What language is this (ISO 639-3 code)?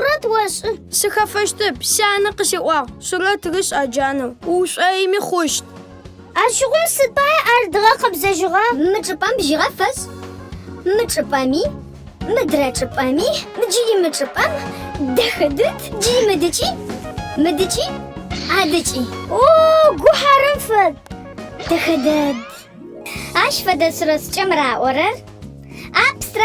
ady